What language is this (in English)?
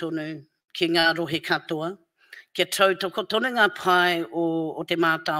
Māori